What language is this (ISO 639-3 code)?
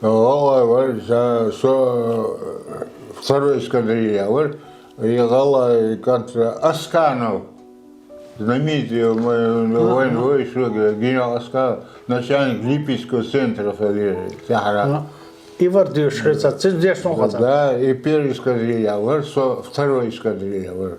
che